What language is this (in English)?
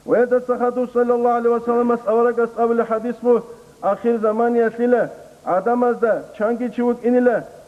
Avaric